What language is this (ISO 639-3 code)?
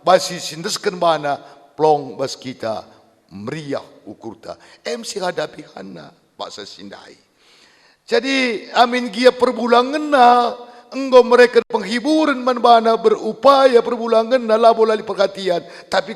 btx